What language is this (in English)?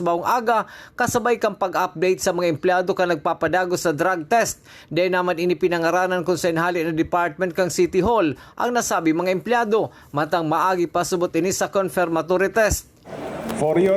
Bikol